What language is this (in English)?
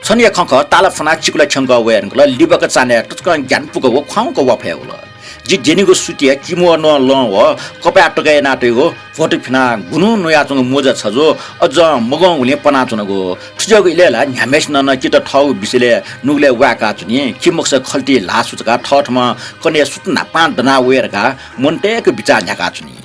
Newari